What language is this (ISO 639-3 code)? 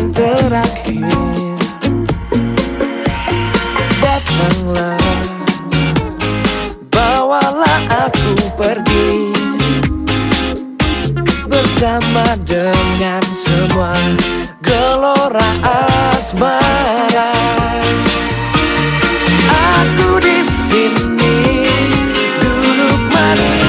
ind